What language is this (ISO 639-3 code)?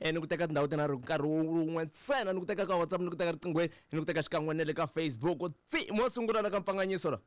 tso